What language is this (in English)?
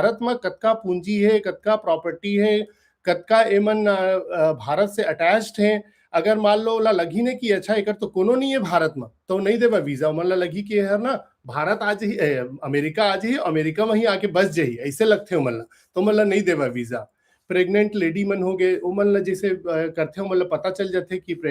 Chhattisgarhi